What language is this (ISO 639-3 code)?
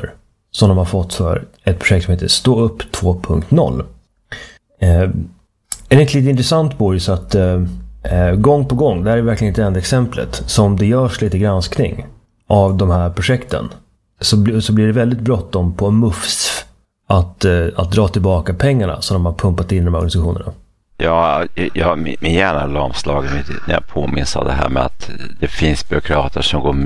swe